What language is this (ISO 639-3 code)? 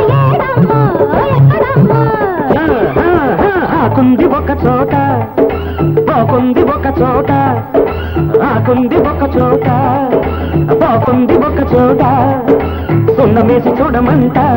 tel